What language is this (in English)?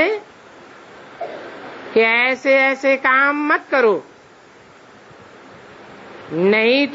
Hindi